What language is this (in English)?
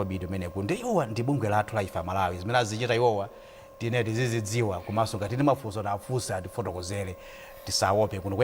Nyanja